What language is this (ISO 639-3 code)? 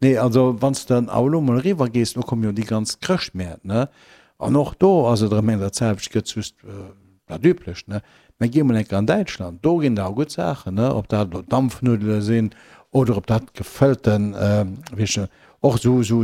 ltz